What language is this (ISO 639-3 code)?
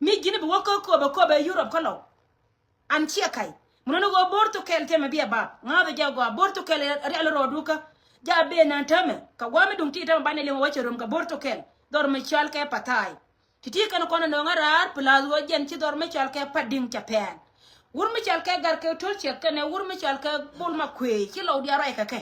nus